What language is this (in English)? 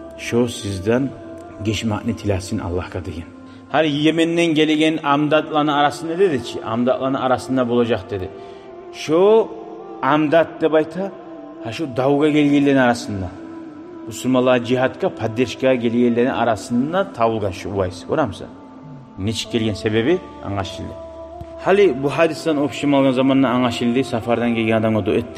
Kumyk